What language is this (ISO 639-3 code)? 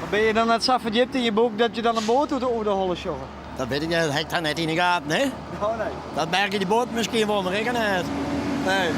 fry